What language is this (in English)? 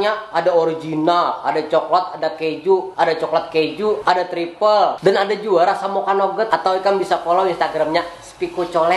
Banjar